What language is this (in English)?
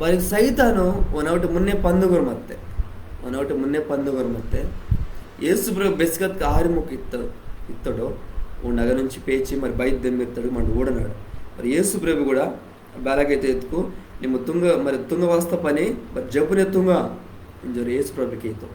Koya